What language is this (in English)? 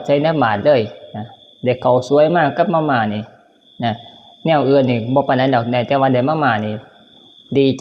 Northeastern Thai